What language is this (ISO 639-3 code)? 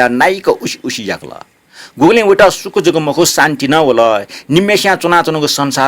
new